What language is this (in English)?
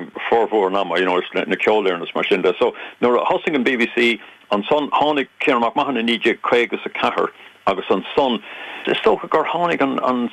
Irish